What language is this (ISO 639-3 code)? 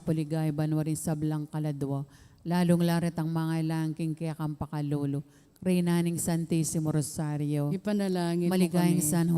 pam